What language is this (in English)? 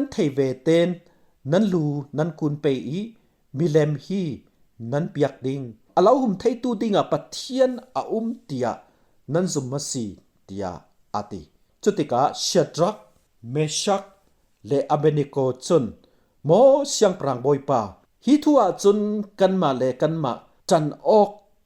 Falam Chin